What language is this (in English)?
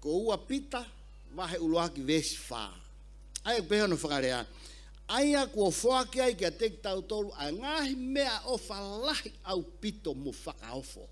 Tongan